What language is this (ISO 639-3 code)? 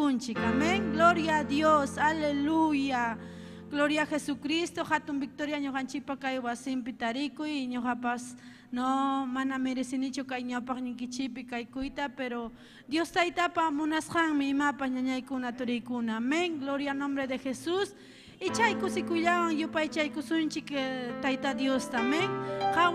quy